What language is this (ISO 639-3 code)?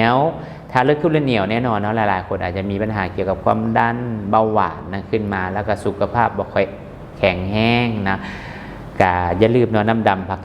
lao